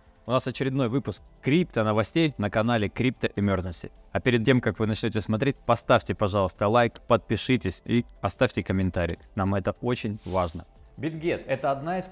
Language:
Russian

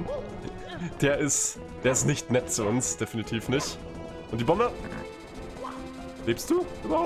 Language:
German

